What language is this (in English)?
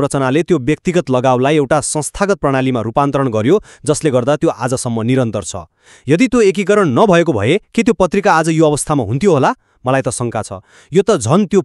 Nepali